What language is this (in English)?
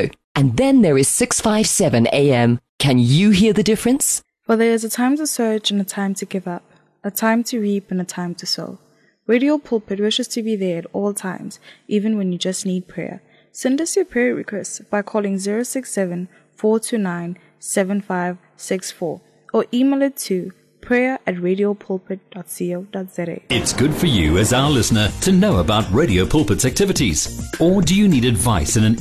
English